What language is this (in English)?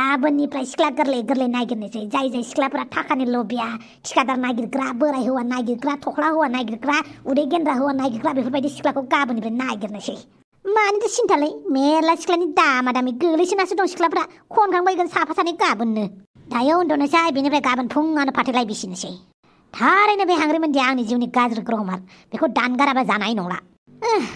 Bodo